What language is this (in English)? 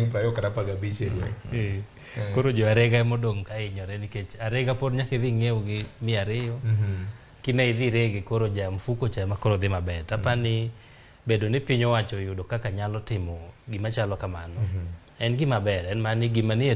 Luo (Kenya and Tanzania)